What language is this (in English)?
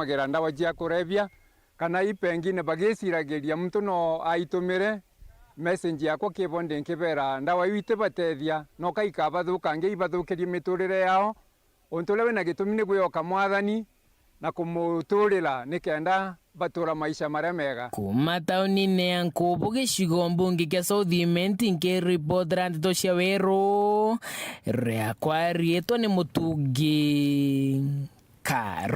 Meru